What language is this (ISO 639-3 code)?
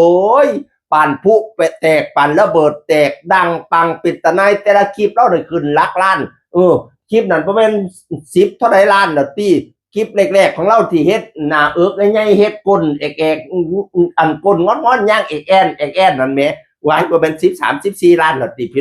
tts